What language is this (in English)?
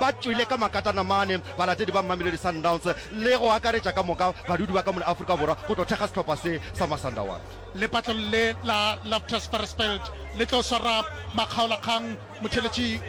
Northern Sotho